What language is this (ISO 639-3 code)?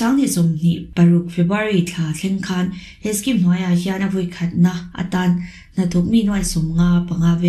lus